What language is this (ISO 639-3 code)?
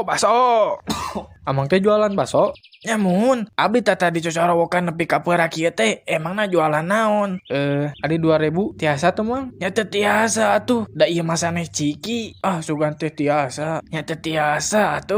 sun